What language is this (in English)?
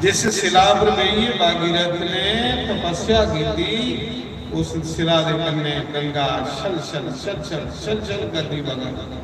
Dogri